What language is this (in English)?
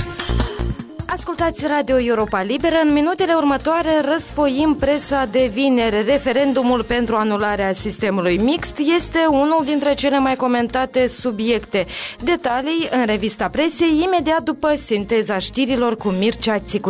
Romanian